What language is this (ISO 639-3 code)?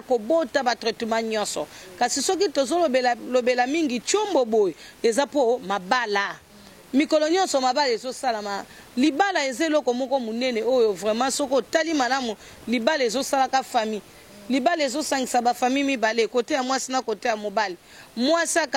lin